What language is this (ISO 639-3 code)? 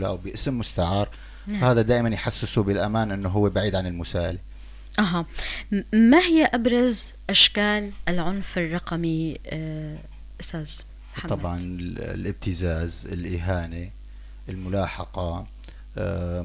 apc